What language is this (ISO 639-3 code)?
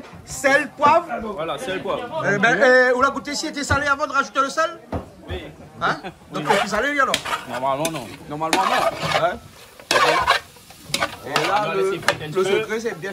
rcf